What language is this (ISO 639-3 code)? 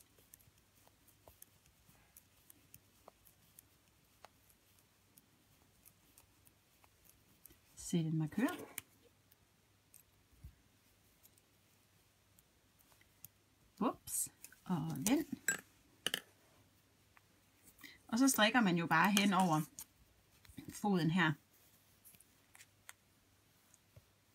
dan